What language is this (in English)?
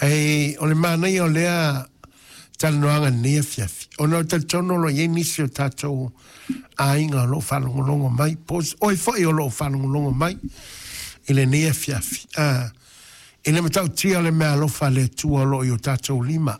Samoan